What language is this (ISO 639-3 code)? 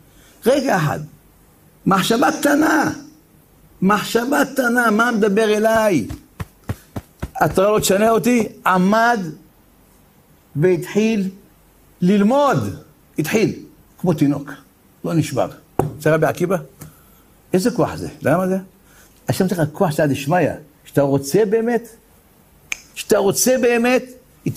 heb